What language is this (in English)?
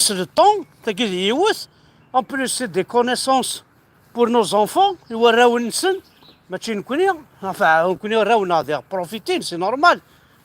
Kabyle